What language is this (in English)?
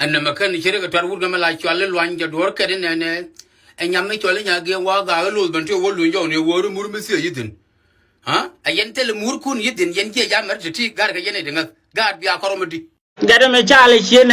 Nuer